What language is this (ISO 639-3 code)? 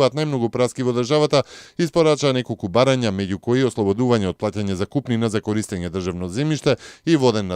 mkd